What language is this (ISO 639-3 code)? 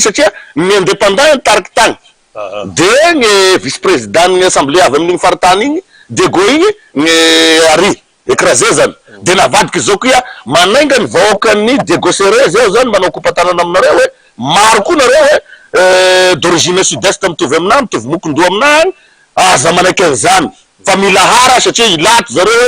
mlg